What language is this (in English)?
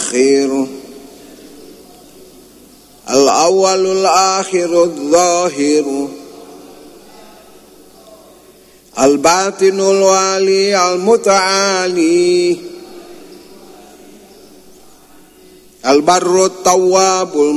Indonesian